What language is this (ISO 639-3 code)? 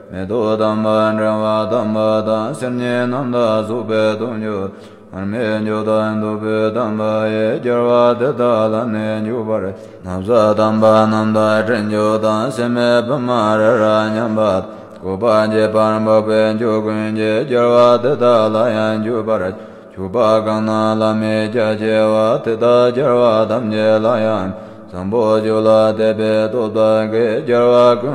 bod